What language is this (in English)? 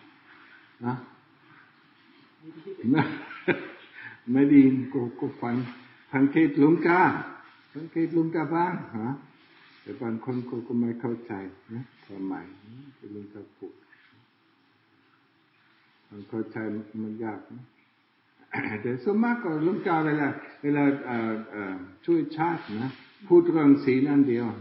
Thai